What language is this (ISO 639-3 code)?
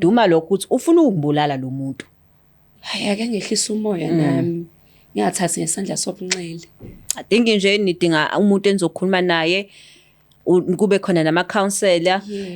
zul